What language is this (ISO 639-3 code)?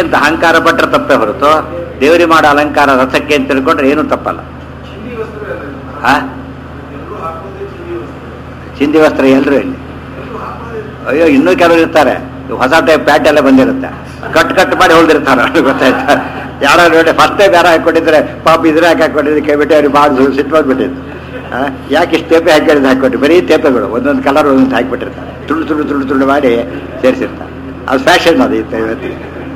kan